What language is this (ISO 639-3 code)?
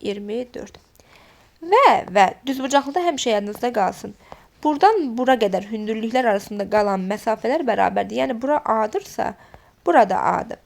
aze